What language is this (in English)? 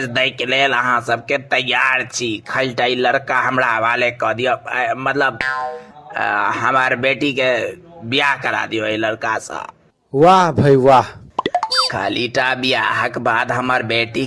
Maithili